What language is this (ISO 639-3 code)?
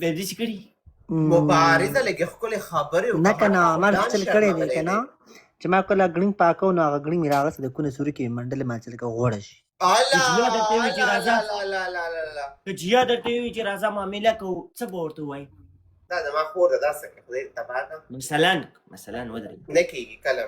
pus